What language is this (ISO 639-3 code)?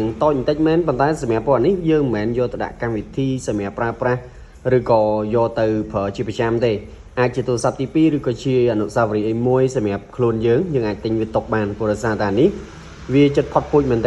khm